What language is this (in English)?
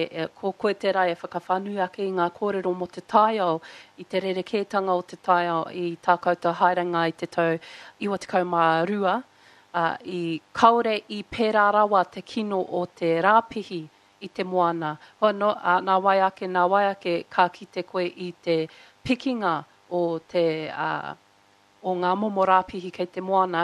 Māori